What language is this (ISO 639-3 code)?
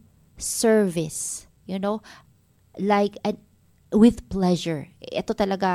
fil